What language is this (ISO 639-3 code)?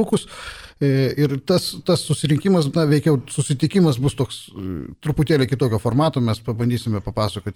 lit